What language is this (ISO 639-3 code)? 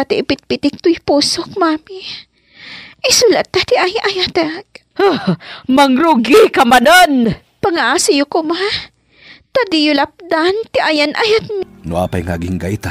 ilo